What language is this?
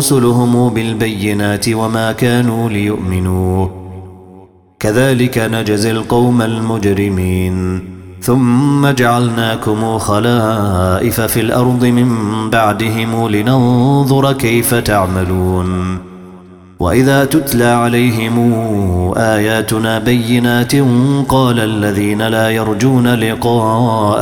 Arabic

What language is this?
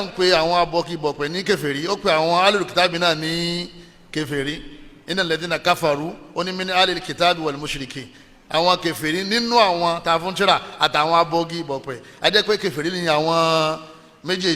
Yoruba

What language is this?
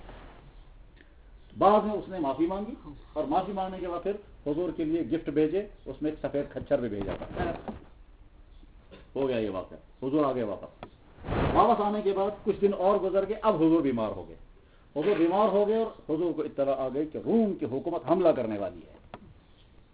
Urdu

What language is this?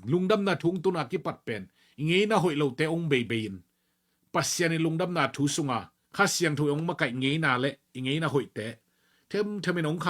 Tedim Chin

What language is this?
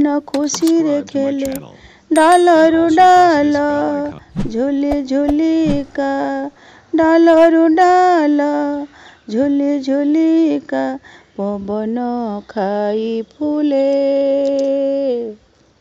Odia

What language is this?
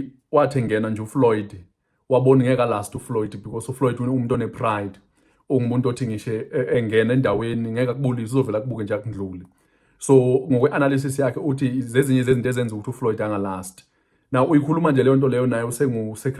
Zulu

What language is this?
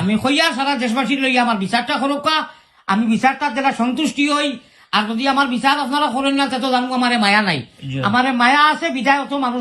Sylheti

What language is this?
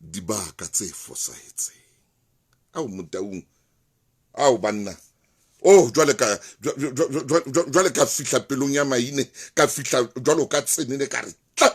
Southern Sotho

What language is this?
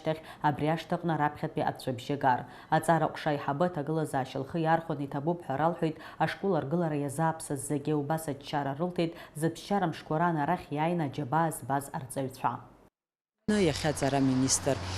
Abkhazian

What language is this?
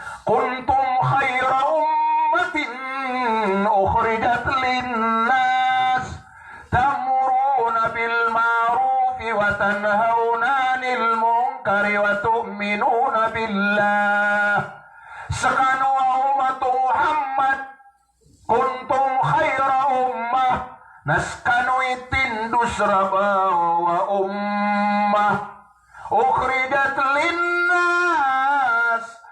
Maranao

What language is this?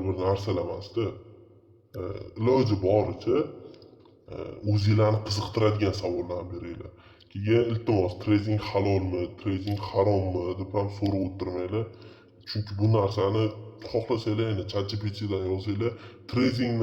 Uzbek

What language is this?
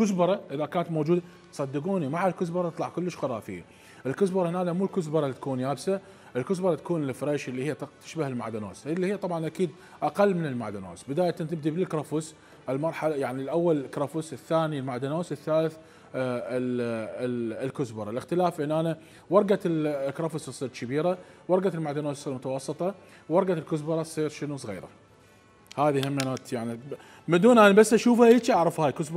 Mesopotamian Arabic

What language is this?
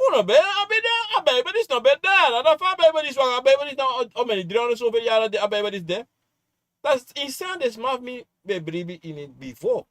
Sranan Tongo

